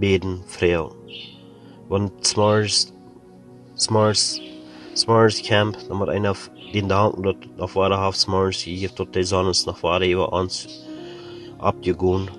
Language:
Plautdietsch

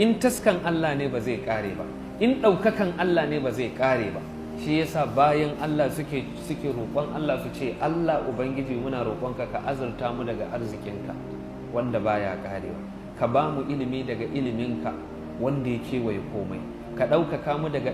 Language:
Hausa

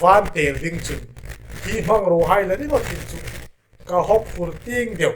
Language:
Hmar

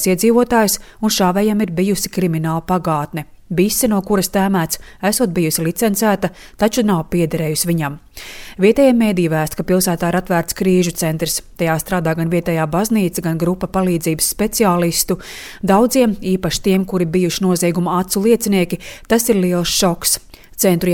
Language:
Latvian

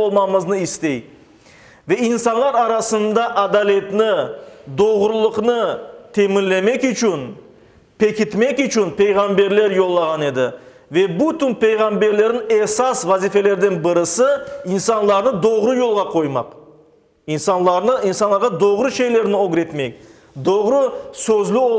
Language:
Crimean Tatar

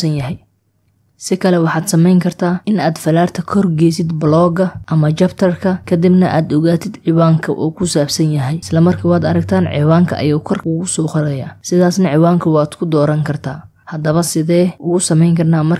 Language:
Somali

